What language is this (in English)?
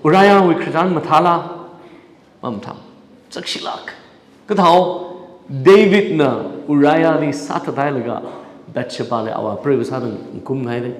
Tangkhul Naga (India)